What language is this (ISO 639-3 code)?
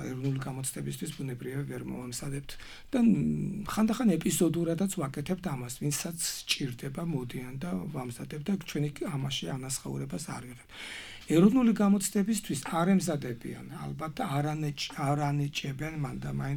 kat